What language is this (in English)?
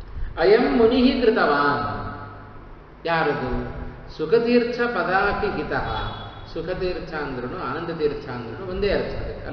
Kannada